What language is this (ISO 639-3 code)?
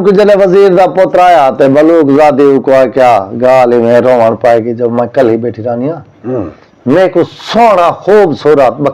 skr